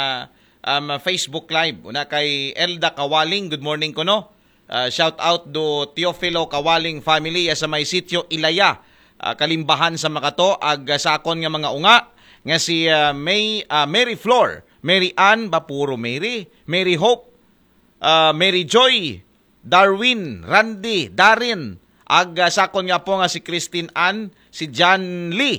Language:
Aklanon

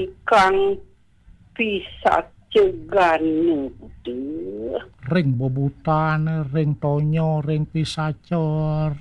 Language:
Balinese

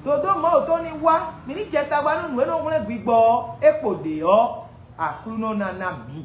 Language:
Fon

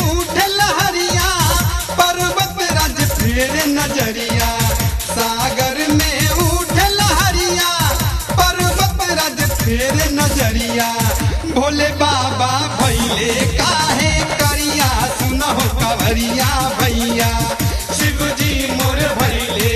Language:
Bhojpuri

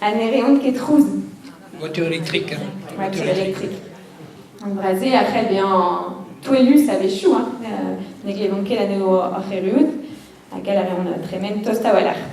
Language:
Breton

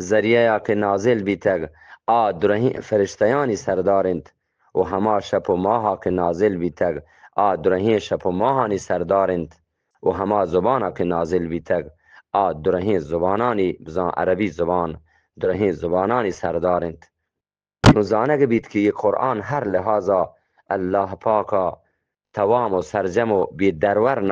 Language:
Eastern Balochi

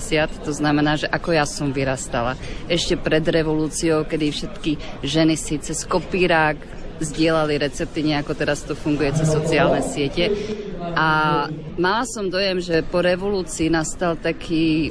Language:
Slovak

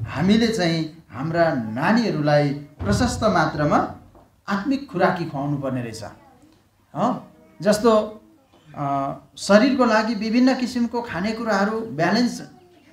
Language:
Nepali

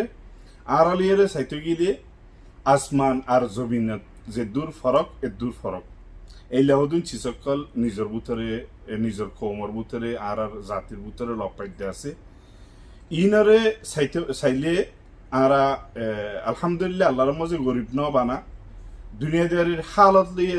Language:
Rohingya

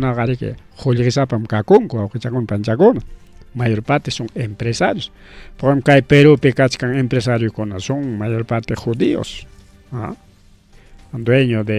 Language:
Ayacucho Quechua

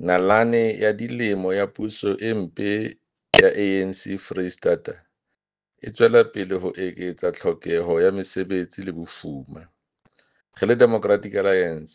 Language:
Southern Sotho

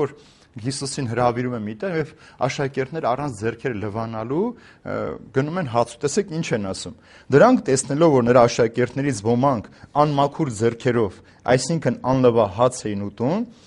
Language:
Armenian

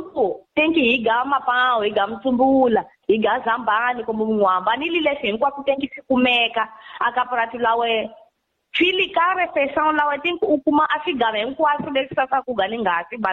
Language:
Tsonga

